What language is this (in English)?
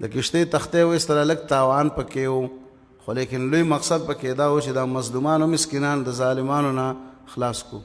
Pashto